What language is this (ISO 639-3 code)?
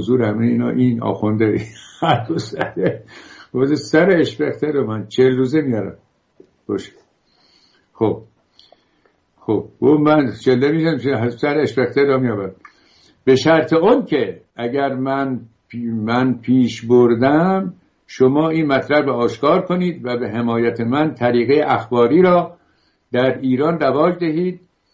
fas